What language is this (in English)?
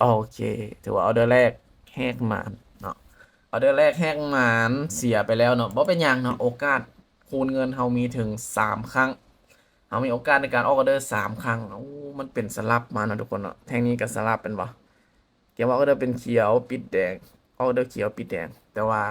Lao